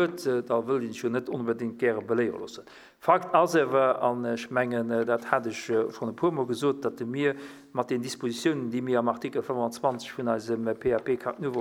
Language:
Luxembourgish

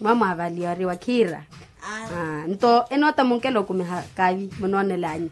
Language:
Makhuwa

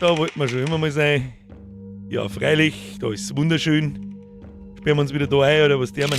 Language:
Bavarian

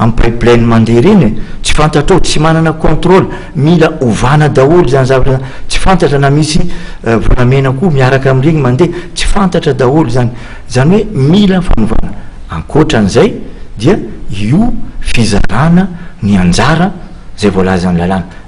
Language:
Malagasy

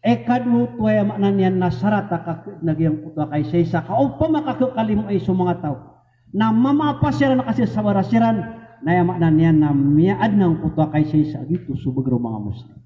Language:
Maranao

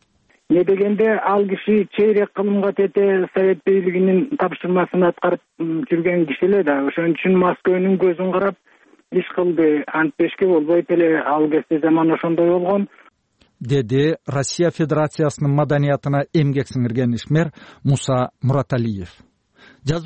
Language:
Kyrgyz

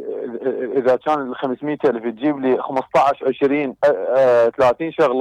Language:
Mesopotamian Arabic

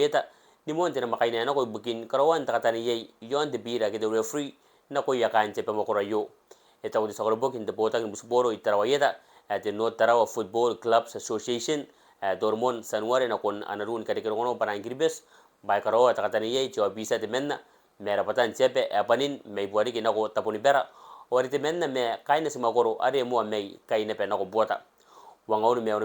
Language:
Gilbertese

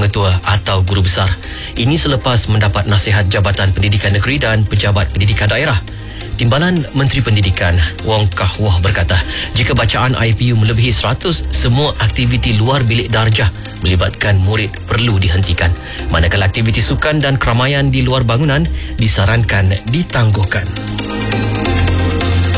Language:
Malay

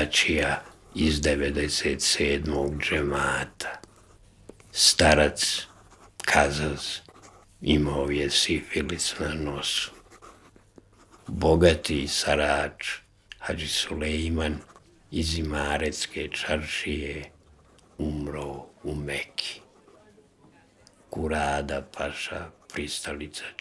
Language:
Bosnian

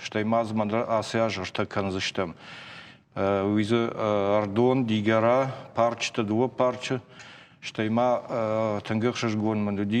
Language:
Ossetic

